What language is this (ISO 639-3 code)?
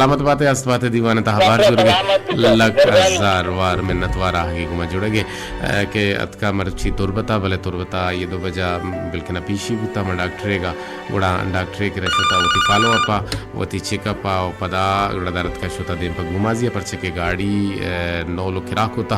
bal